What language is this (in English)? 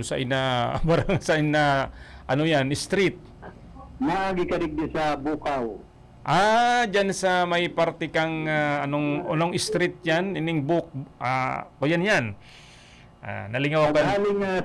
Bikol